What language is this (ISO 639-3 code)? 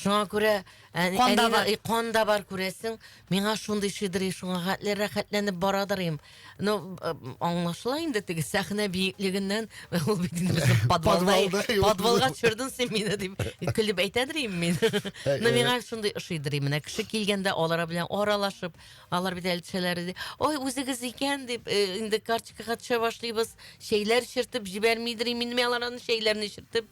tat